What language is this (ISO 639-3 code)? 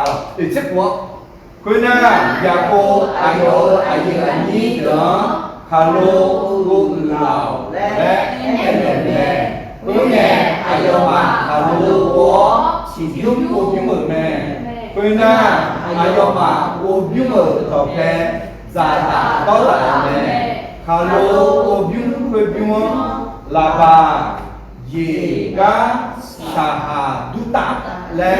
ahk